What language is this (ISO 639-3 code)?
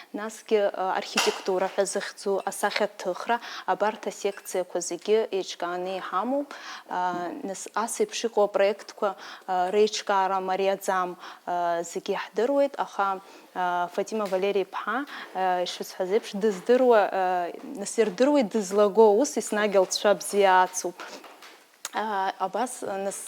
abk